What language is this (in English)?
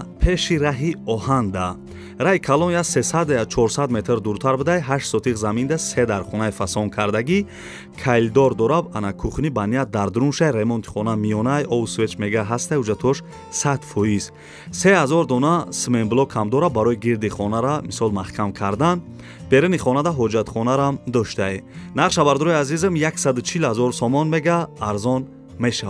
Tajik